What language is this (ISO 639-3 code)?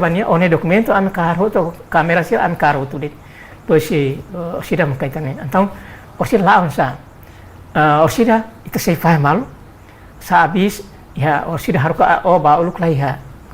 tet